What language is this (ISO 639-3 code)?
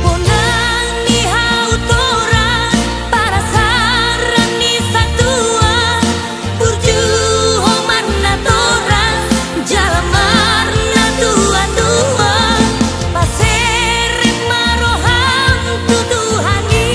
bbc